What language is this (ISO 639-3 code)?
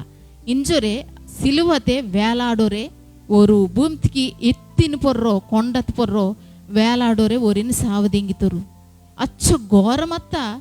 kff